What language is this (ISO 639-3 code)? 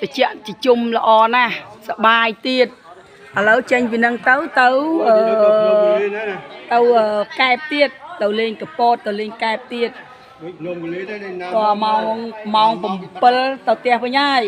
khm